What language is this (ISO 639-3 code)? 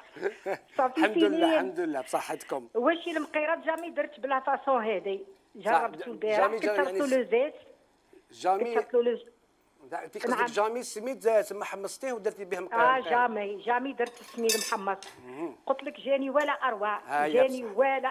arq